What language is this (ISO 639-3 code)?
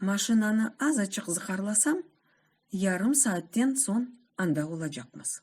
crh